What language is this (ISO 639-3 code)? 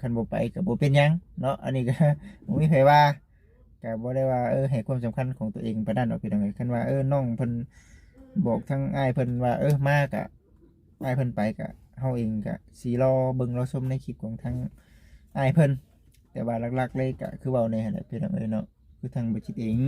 lao